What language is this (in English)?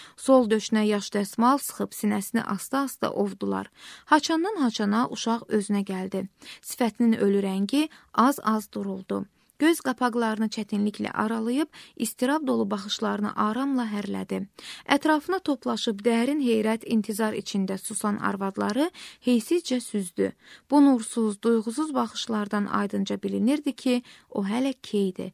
Azerbaijani